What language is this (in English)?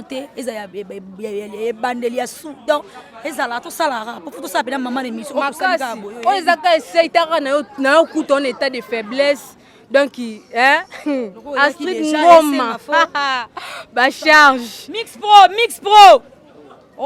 Lingala